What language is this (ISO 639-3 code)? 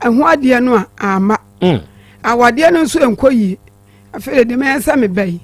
aka